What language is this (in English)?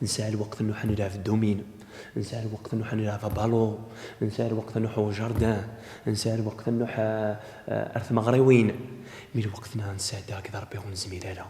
Kabyle